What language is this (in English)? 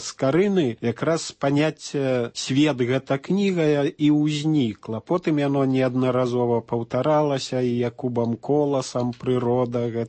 Belarusian